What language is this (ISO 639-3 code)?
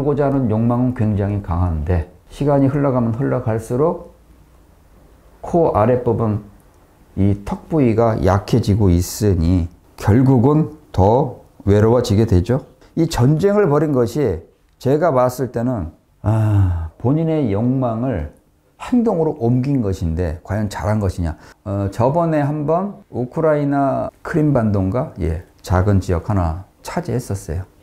kor